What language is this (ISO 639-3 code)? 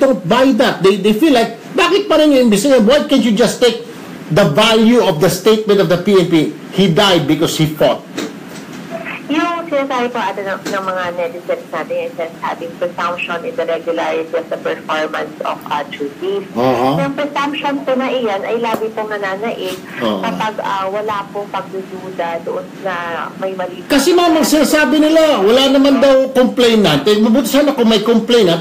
fil